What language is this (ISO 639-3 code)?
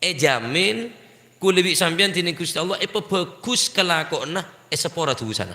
mad